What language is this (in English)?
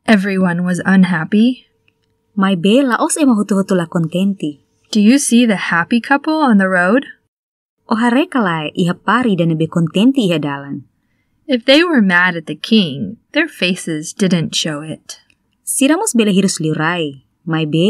Tetum